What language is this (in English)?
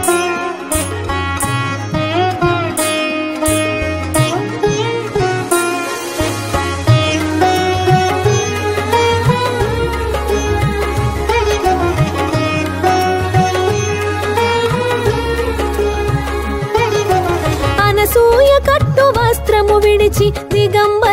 Telugu